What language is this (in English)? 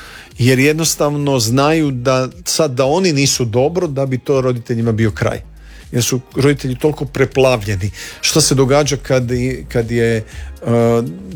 Croatian